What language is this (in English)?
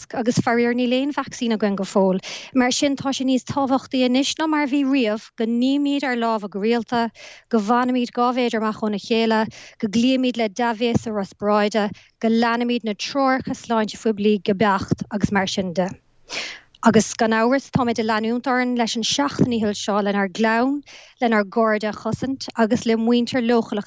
Irish